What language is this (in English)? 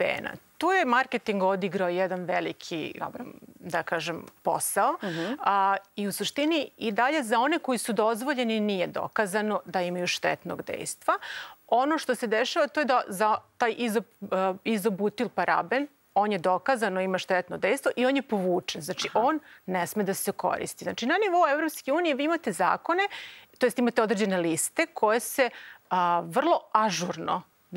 Serbian